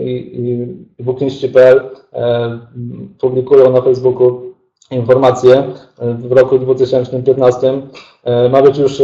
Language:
Polish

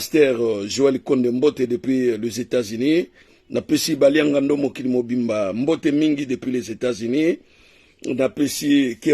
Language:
Lingala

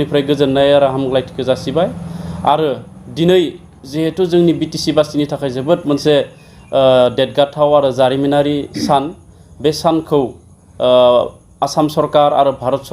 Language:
Bodo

